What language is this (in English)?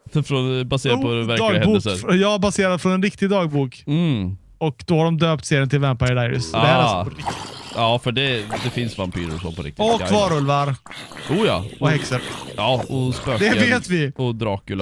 Swedish